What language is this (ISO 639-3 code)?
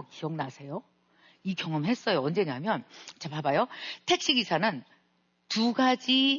kor